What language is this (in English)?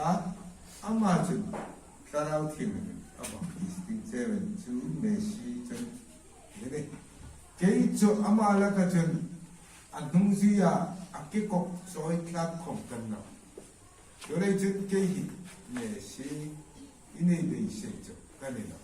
Hmar